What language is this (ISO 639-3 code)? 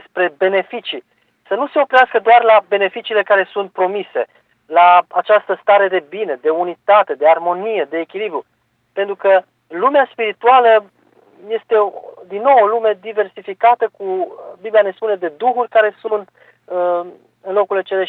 ron